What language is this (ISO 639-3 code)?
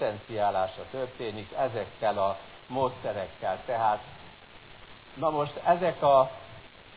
hun